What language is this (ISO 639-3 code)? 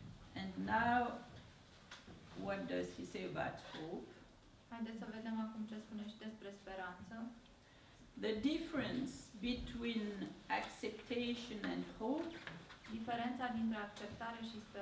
ron